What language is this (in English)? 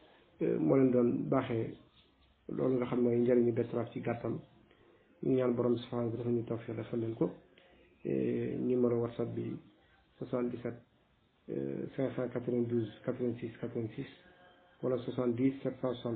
Wolof